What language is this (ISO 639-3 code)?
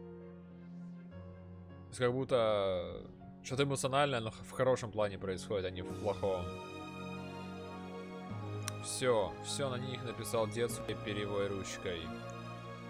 rus